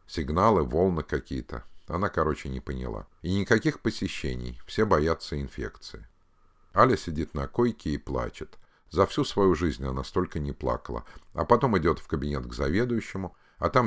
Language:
Russian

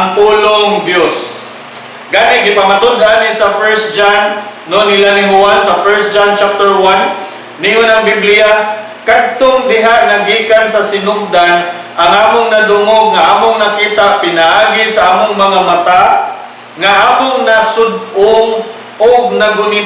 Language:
Cebuano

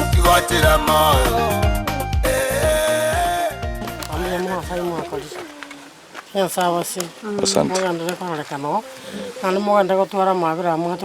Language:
Gusii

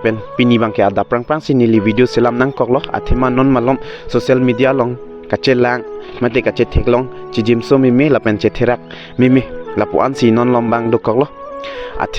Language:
Karbi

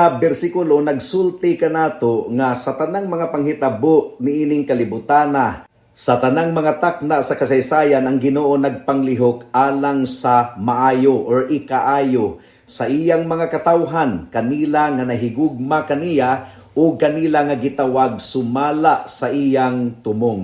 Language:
Cebuano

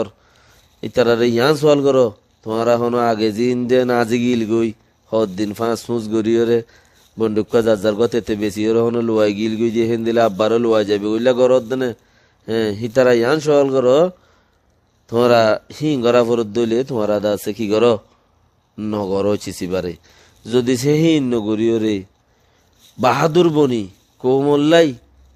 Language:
Rohingya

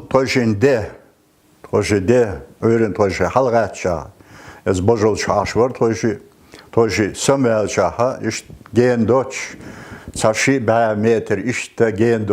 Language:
Chechen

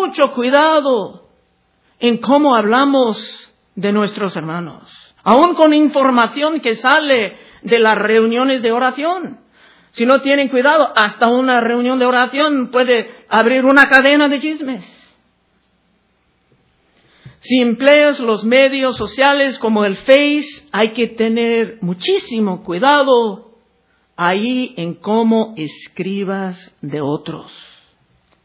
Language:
Spanish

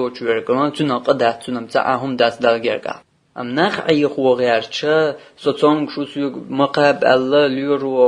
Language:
Chechen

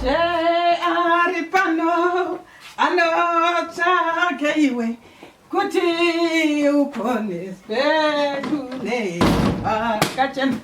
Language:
Shona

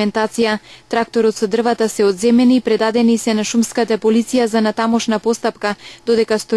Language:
Macedonian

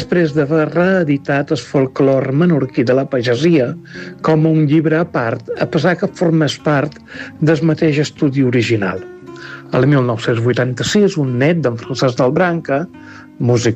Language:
Catalan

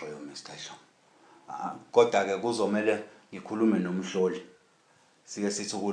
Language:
Zulu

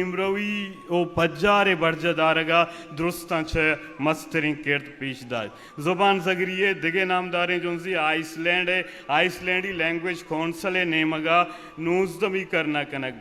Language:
Eastern Balochi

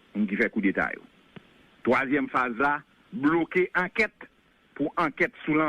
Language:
Haitian Creole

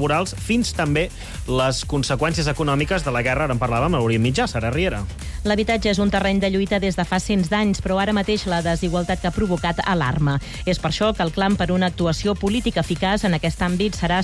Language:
Catalan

